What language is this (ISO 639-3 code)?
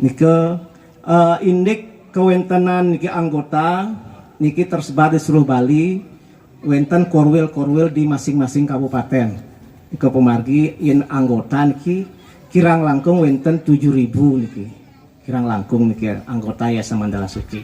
ban